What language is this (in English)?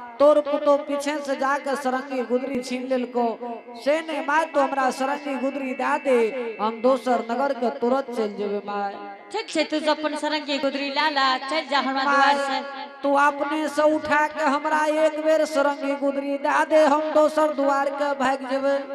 Angika